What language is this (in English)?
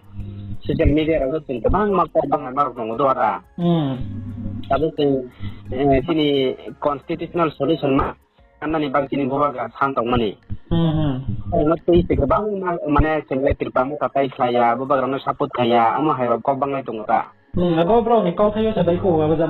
Riang (India)